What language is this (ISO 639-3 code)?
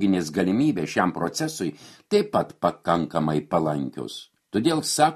lit